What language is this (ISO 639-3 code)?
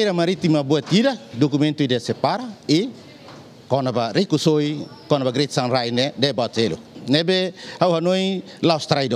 tet